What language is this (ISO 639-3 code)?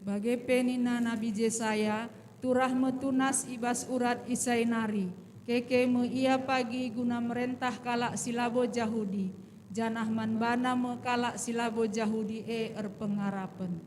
btx